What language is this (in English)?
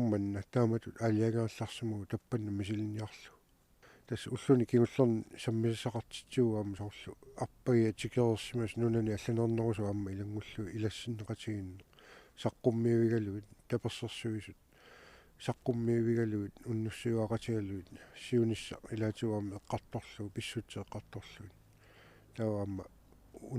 Kalaallisut